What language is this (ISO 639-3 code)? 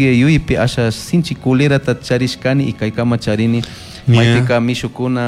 qug